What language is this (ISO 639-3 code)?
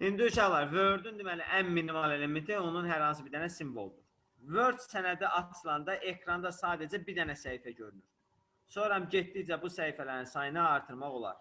aze